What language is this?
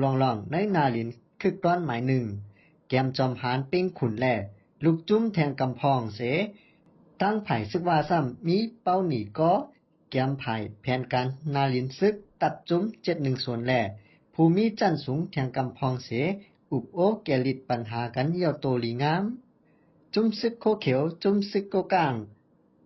Shan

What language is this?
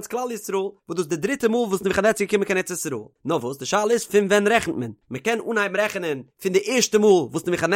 Yiddish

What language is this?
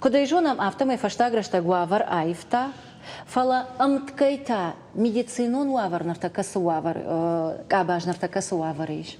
Ossetic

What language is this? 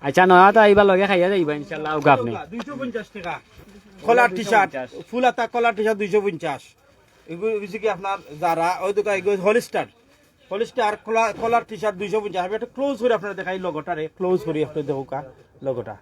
Sylheti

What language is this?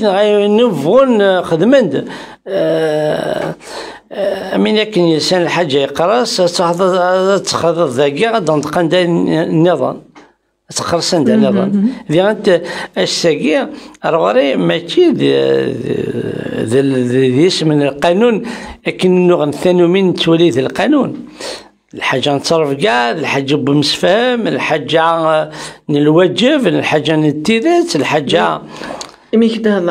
Kabyle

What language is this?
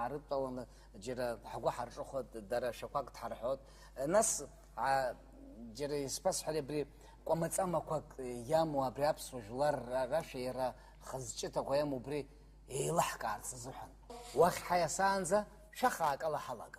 Abkhazian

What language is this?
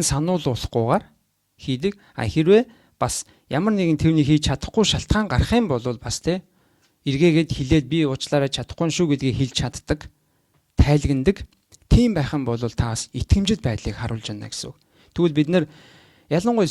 Mongolian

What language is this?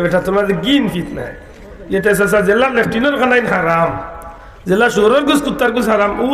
Sylheti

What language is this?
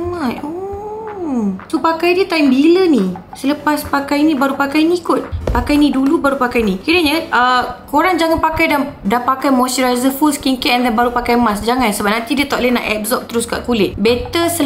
Malay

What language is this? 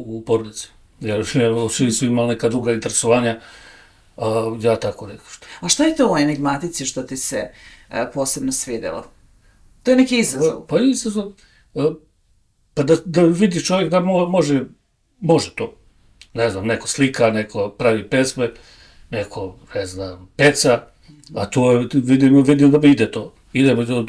Bosnian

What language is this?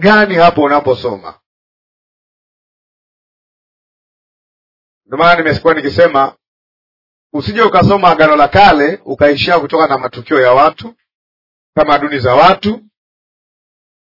Swahili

